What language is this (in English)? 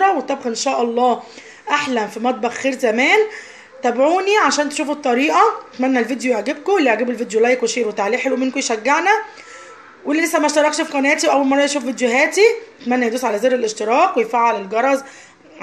Egyptian Arabic